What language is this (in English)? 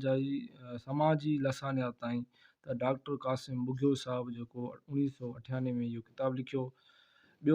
Sindhi